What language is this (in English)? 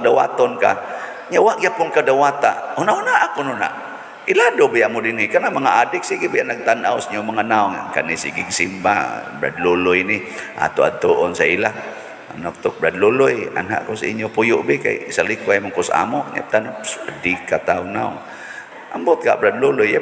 Cebuano